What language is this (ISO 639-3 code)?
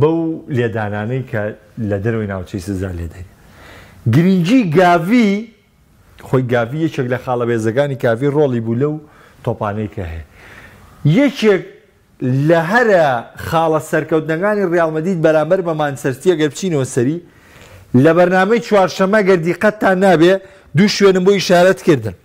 ckb